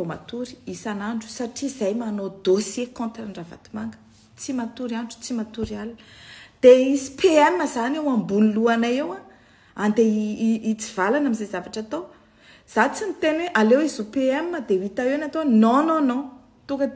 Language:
Malagasy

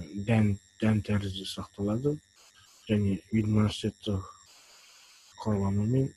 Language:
Kazakh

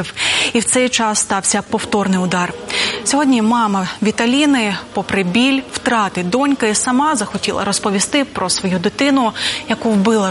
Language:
Ukrainian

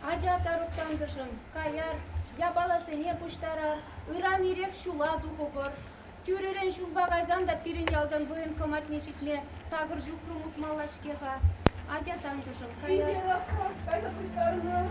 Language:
Chuvash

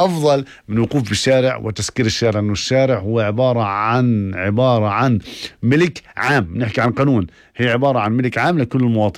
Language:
North Levantine Arabic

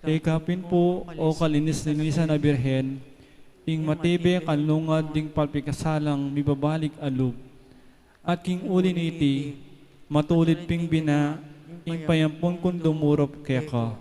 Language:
Pampanga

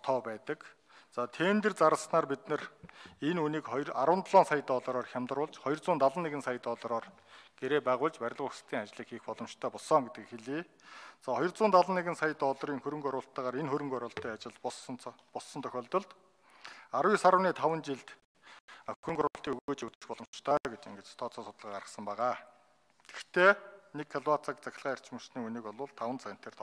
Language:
Mongolian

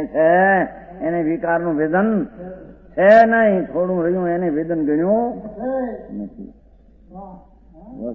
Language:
Gujarati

